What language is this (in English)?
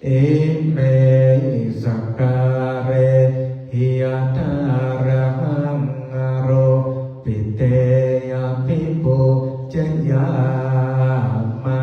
Pali